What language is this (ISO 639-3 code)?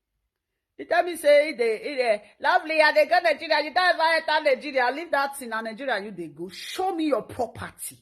pcm